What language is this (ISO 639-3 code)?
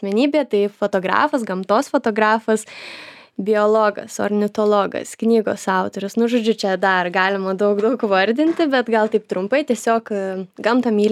lit